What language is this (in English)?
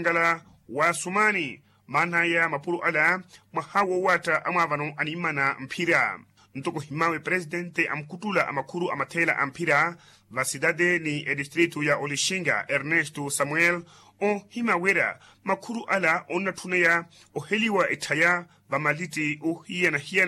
Makhuwa